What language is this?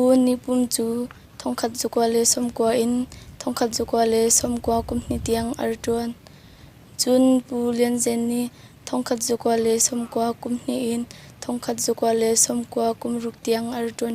Hakha Chin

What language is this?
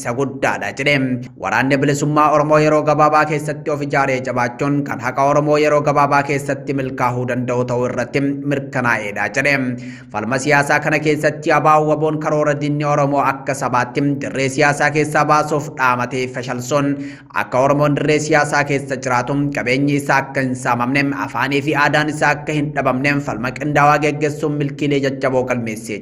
Oromo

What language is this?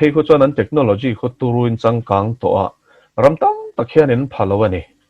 Mizo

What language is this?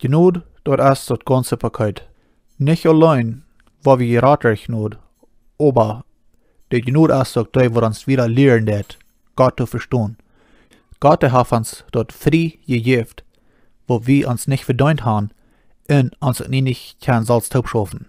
Plautdietsch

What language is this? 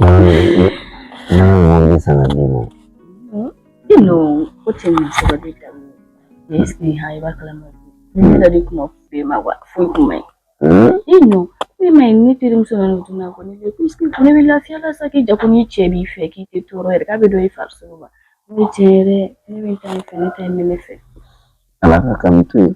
Bambara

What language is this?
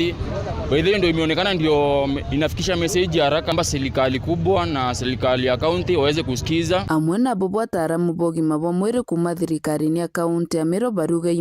Meru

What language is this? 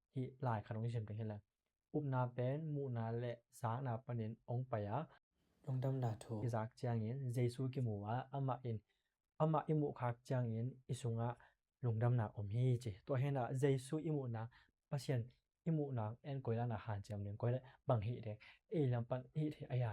Tedim Chin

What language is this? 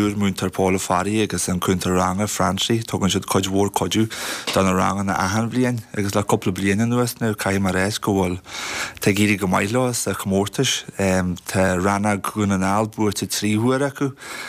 Irish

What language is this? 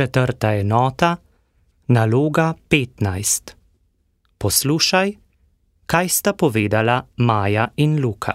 Slovenian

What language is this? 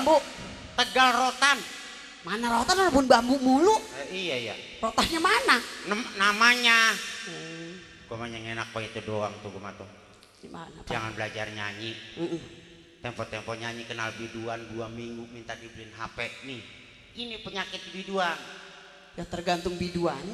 Betawi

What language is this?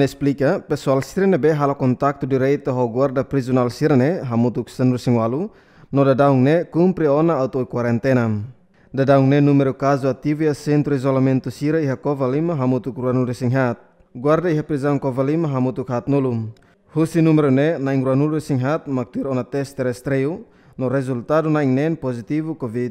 Tetum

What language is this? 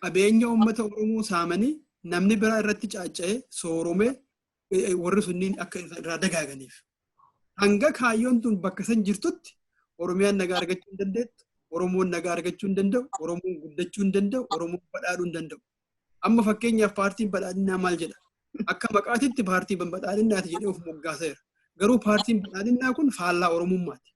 Oromo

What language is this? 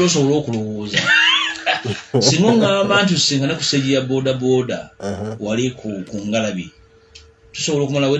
Ganda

